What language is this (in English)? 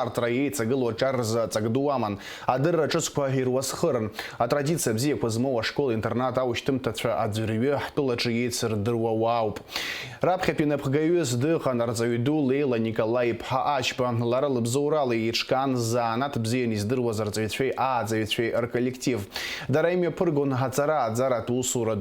Abkhazian